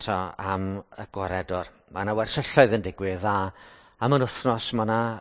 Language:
Welsh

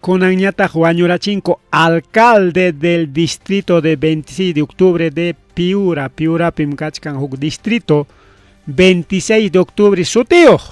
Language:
Ayacucho Quechua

